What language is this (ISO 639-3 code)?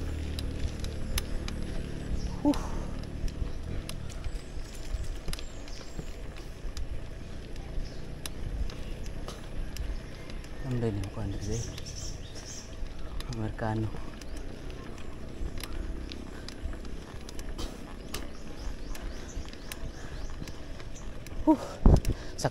ceb